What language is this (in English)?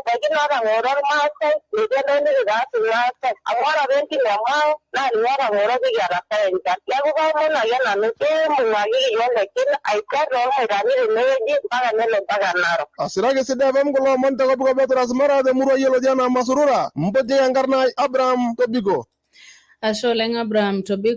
Masai